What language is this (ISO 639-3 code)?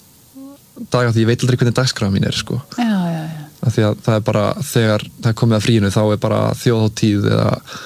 isl